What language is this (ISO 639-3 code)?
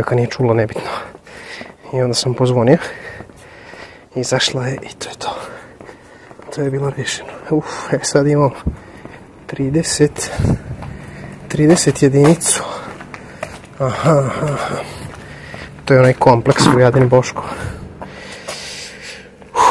srp